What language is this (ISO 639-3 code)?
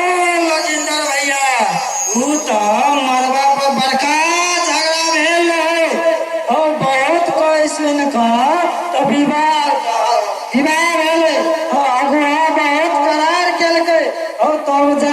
mai